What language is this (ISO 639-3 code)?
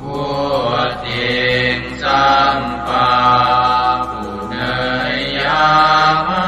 pli